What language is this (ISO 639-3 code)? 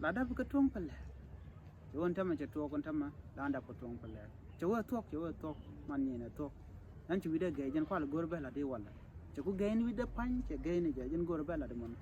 nus